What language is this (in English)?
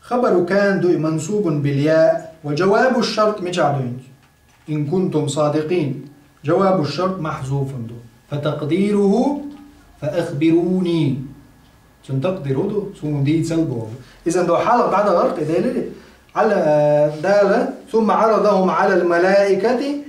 Chechen